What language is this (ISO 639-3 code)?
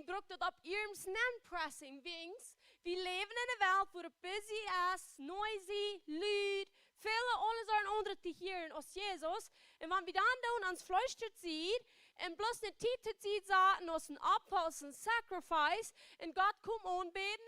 pdt